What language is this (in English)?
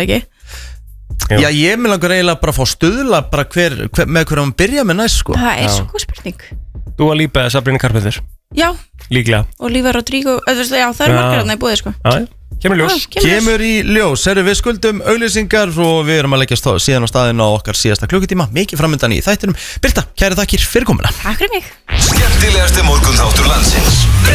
Icelandic